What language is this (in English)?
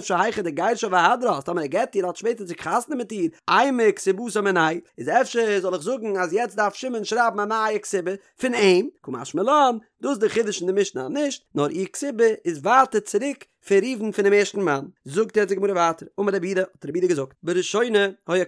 Yiddish